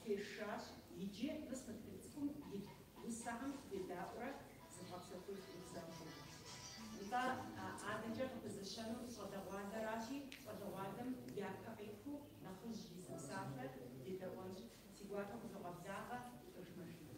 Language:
Kabardian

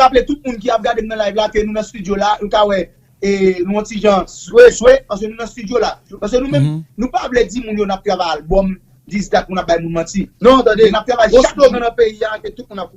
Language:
Haitian Creole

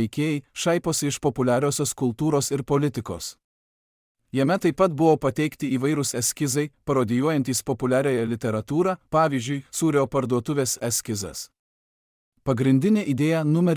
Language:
Lithuanian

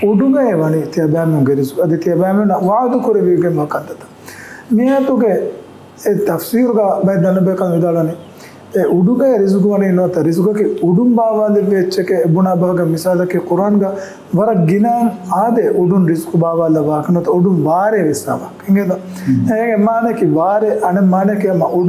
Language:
Divehi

